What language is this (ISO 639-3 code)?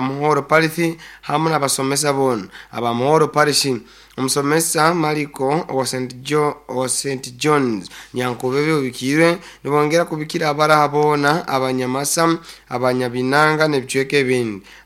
nyo